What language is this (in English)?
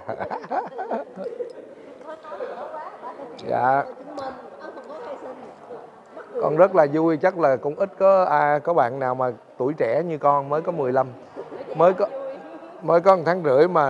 Vietnamese